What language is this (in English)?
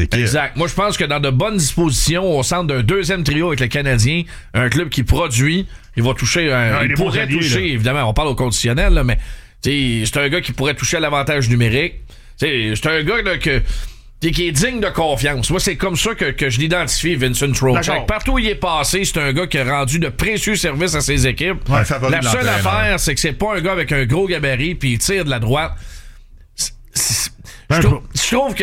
French